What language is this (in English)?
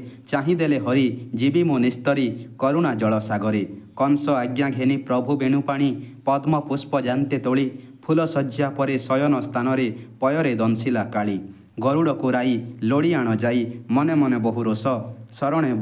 Odia